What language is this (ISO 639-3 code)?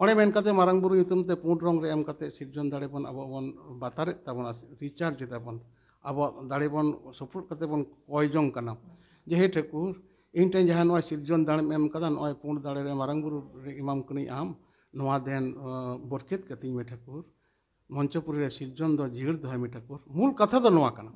sat